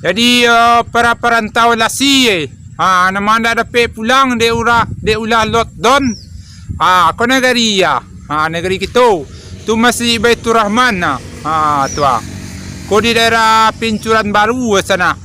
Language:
Minangkabau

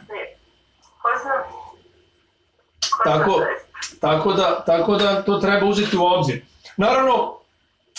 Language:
Serbian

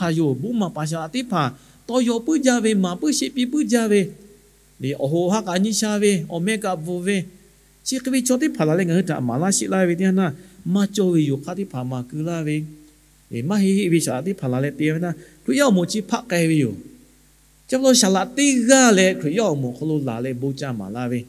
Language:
Lahu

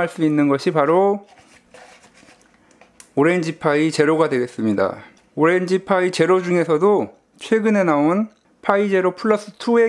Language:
Korean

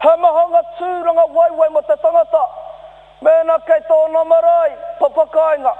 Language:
Māori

